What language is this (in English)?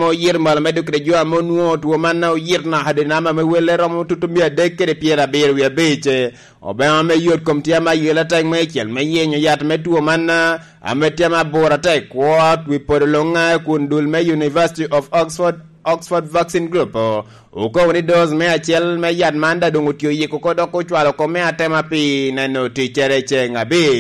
Lango (Uganda)